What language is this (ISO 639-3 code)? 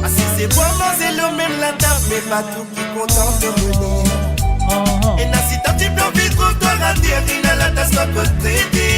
mfe